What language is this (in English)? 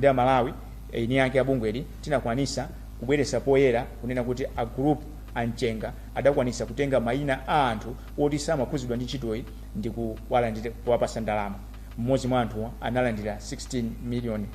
Nyanja